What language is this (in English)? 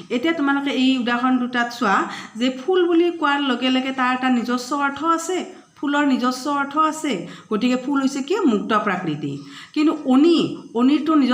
Assamese